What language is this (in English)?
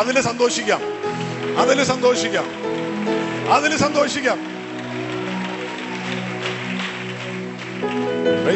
Malayalam